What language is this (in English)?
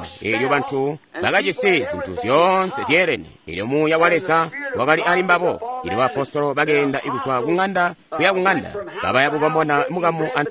Tonga (Zambia)